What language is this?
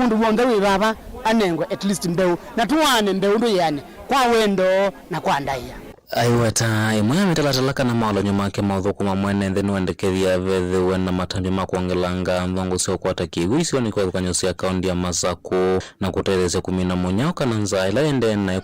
Kamba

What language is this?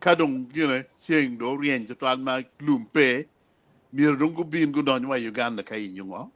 Acoli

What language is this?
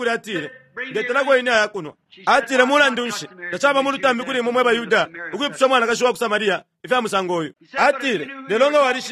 Bemba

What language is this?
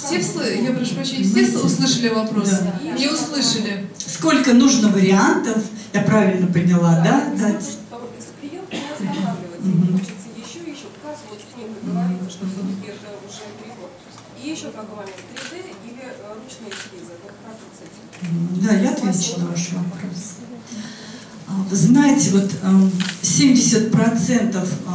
Russian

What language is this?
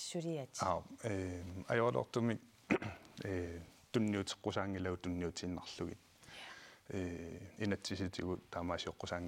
Kalaallisut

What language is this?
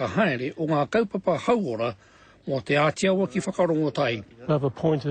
Māori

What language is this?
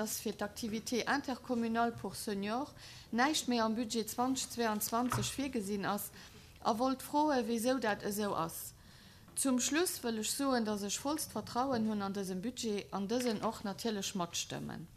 Luxembourgish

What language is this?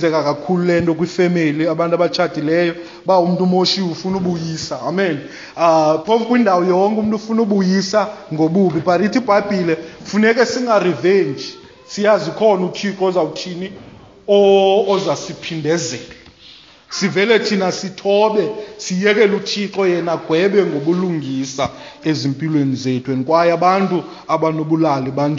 Xhosa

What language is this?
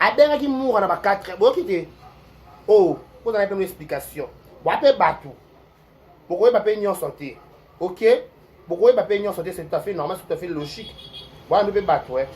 Lingala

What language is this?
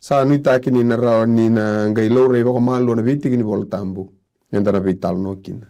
Fijian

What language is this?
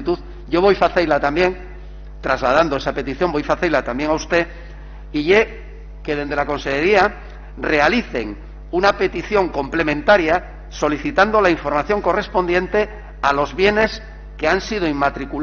Asturian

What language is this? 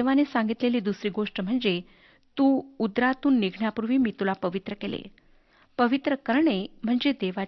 Marathi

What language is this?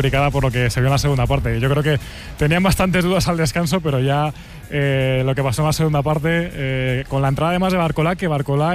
Spanish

